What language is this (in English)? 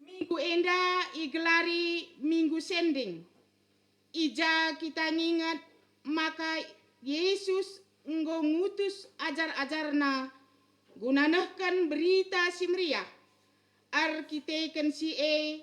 Batak Karo